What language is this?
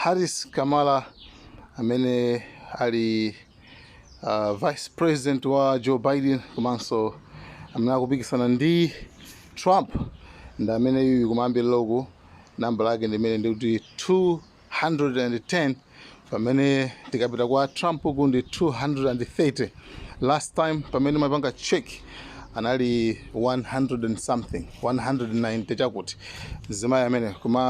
Nyanja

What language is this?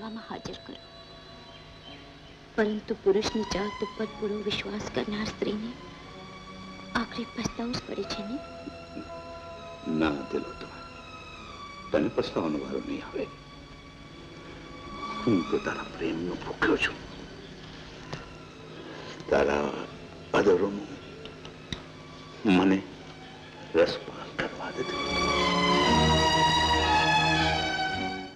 Gujarati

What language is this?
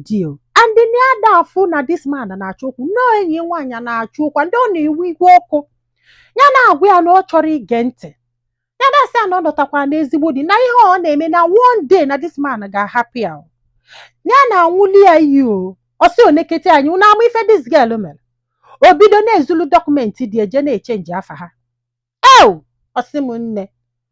Igbo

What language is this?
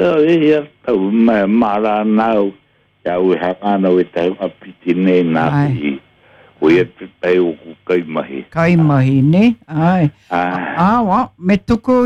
Māori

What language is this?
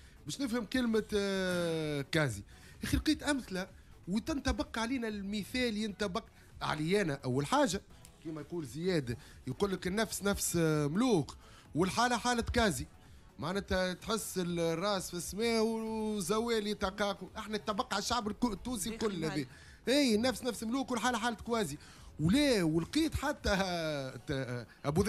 Tunisian Arabic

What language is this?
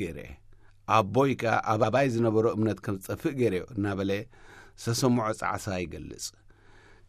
Tigrinya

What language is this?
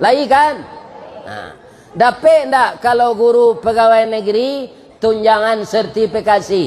Minangkabau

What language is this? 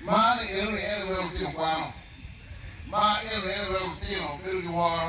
Acoli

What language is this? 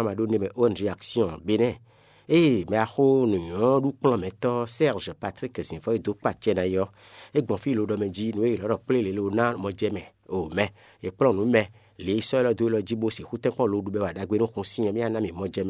Fon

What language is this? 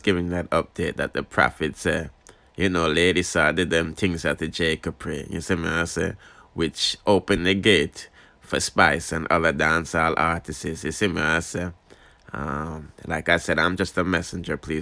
Jamaican Creole English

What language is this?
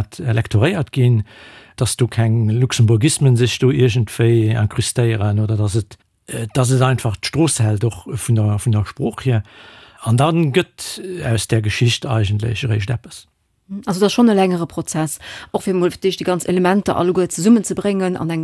Luxembourgish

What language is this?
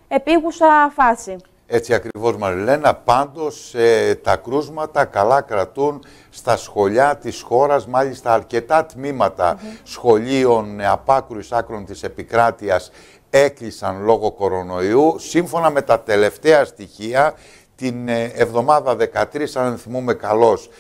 Greek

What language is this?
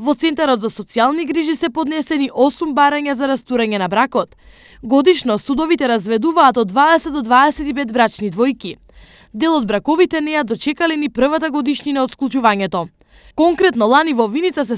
Macedonian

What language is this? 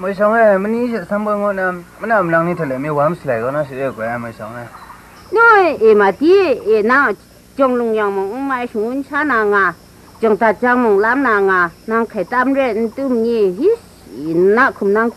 Kachin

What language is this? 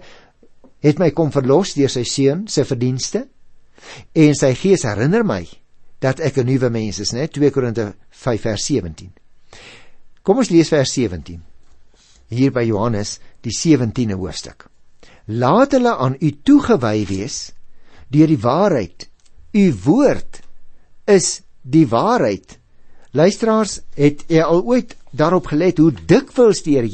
Afrikaans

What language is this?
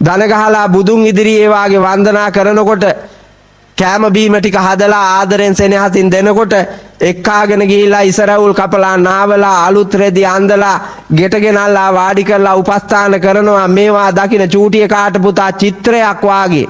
Sinhala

